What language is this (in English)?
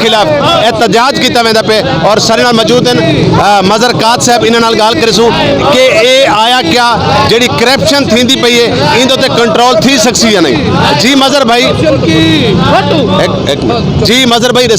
Saraiki